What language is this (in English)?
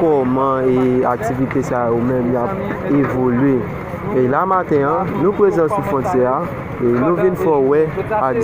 Haitian Creole